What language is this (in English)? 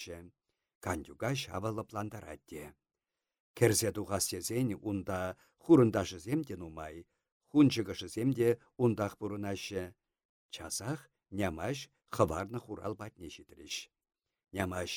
Chuvash